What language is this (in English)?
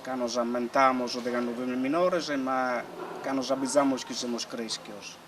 Sardinian